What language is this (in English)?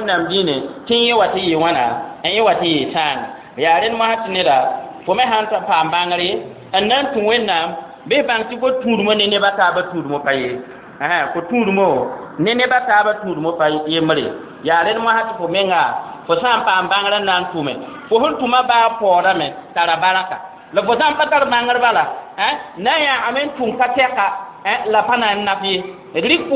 Mossi